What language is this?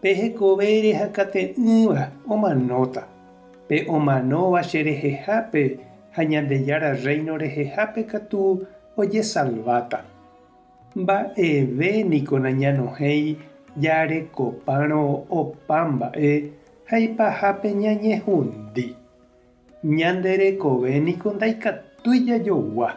Guarani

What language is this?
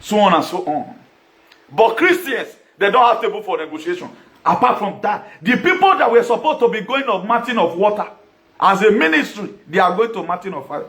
Nigerian Pidgin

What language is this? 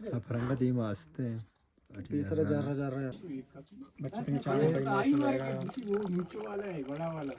Baluchi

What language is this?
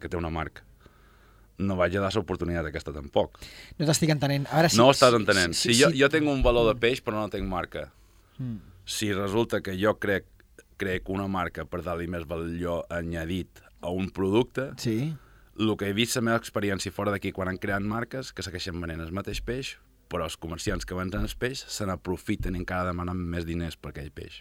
Catalan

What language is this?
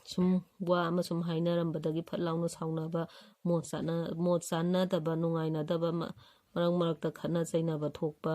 Manipuri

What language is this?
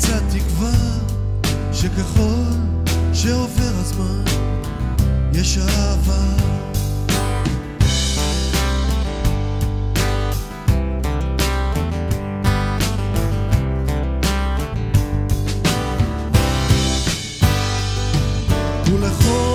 Hebrew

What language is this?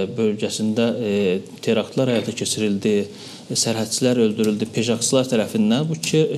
Azerbaijani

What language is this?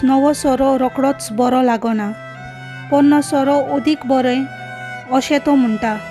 Konkani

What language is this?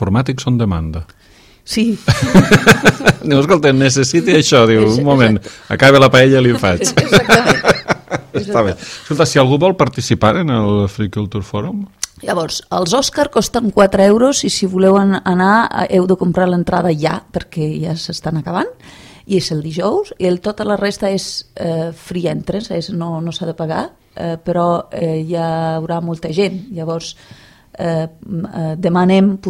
Catalan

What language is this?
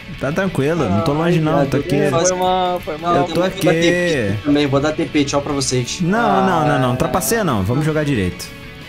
Portuguese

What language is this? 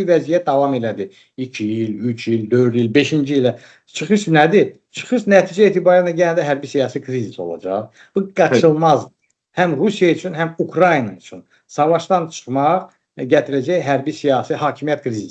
Azerbaijani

